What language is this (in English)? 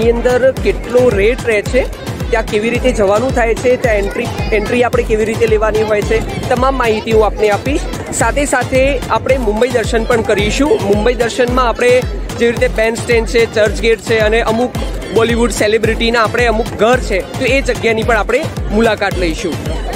Gujarati